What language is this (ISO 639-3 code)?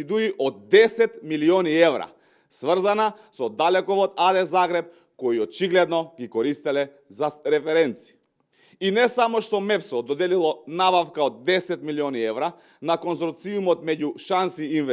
mkd